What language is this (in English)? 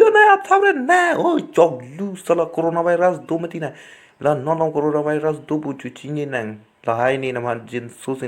Karbi